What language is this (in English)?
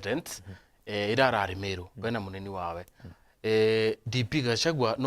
Meru